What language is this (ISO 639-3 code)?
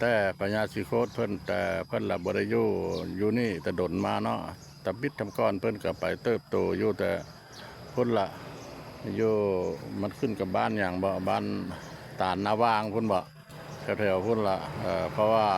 lao